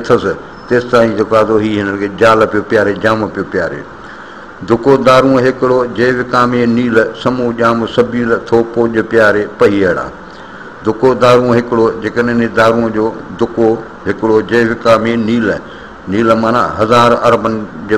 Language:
Sindhi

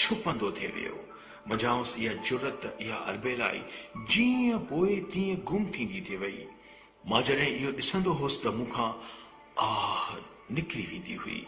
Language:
Sindhi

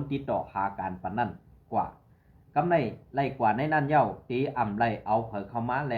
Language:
Shan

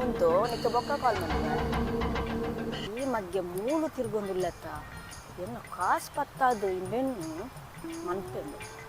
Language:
Tulu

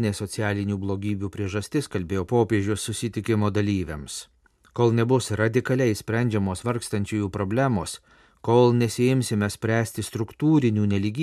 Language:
Lithuanian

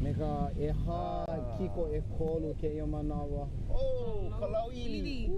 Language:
Hawaiian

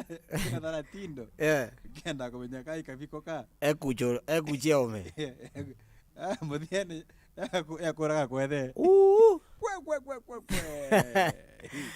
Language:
Meru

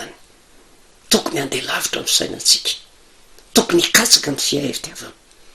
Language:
Malagasy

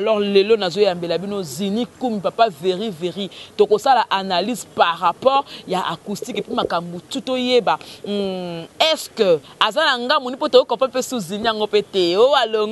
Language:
Lingala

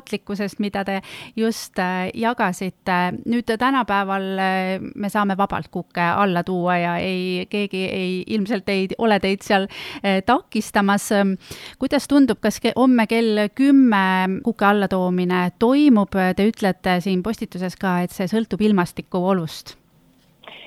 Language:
Estonian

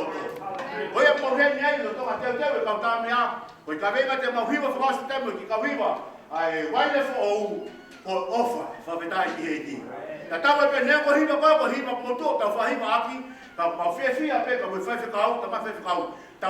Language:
Tongan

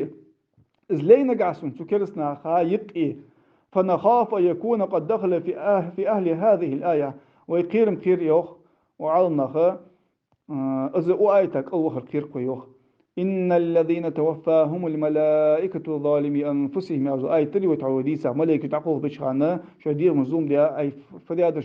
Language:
Ingush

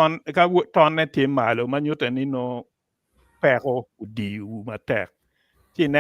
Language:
Acoli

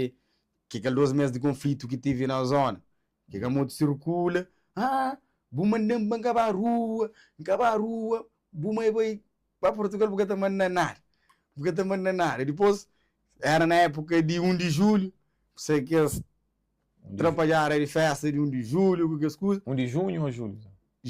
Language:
Kabuverdianu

